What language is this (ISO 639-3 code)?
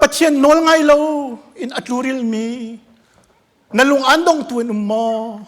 cnh